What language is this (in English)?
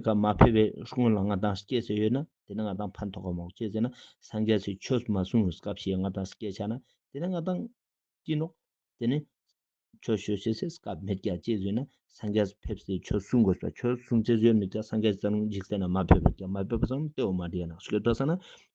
Ladakhi